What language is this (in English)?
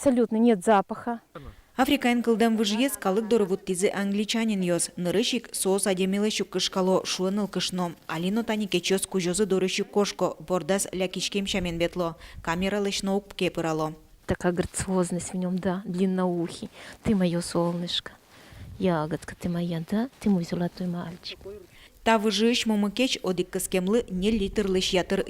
Udmurt